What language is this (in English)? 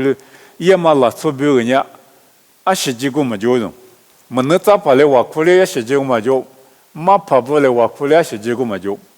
Lisu